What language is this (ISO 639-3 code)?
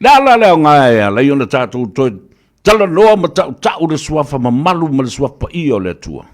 smo